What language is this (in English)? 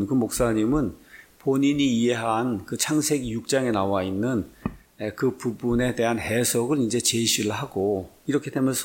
Korean